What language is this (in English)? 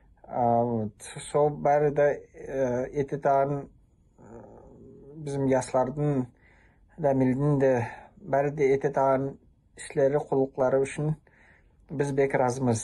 Nogai